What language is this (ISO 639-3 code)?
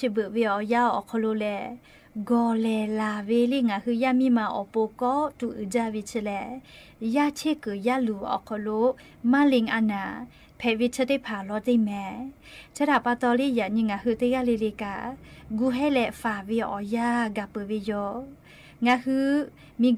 lhu